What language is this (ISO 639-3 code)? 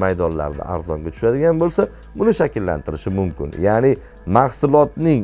uzb